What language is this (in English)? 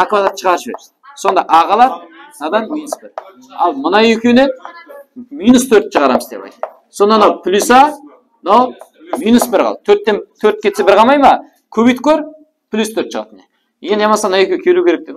Kara-Kalpak